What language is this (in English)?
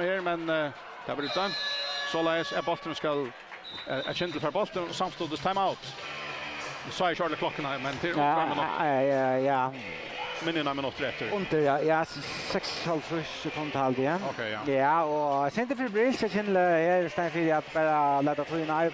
Faroese